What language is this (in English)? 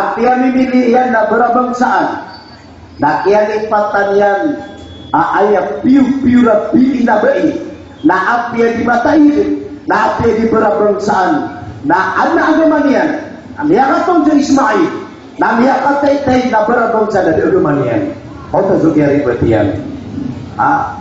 Maranao